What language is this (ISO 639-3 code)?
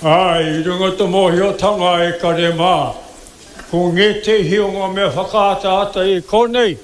mri